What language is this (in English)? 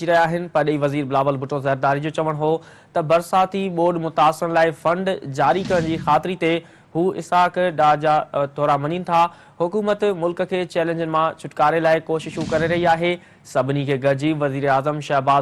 Sindhi